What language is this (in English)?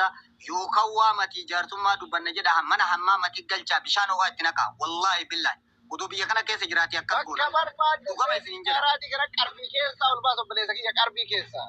Oromo